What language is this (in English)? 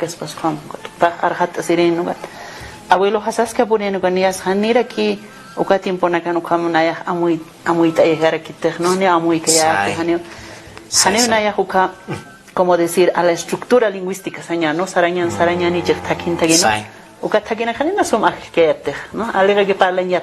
Aymara